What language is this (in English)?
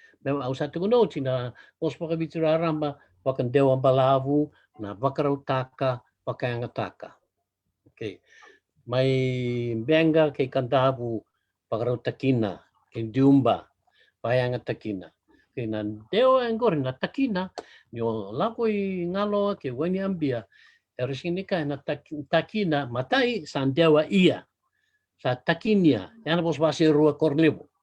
Fijian